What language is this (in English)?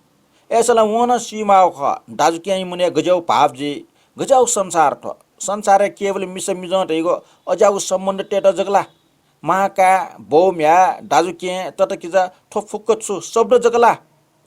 Newari